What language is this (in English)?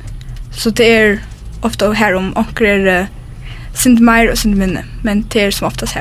Faroese